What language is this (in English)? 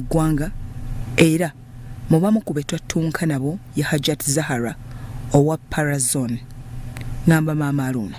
Ganda